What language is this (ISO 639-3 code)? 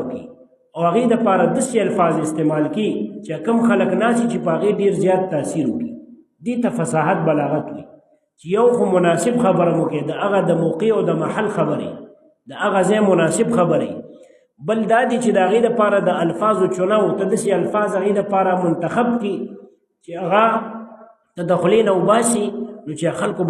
pus